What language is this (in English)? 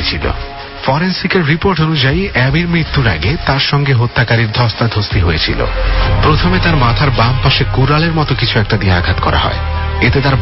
Bangla